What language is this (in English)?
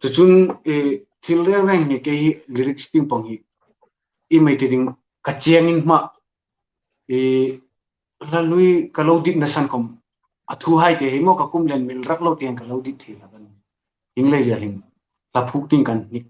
Hmar